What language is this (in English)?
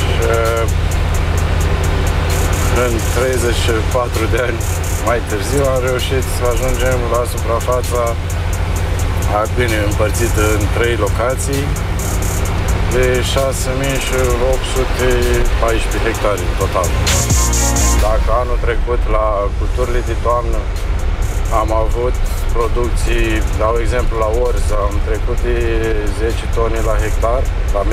Romanian